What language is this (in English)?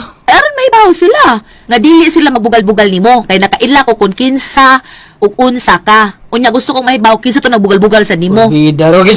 Cebuano